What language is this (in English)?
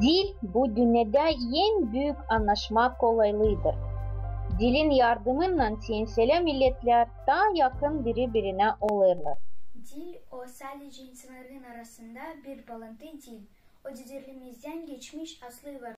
Gagauz